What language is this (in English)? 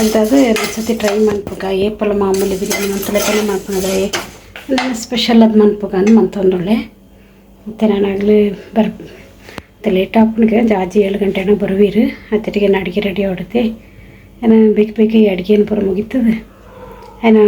Tulu